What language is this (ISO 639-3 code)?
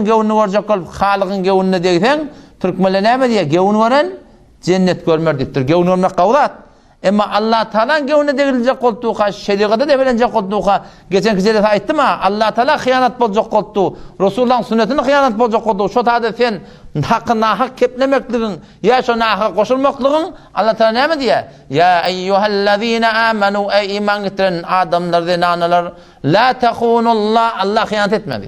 tuk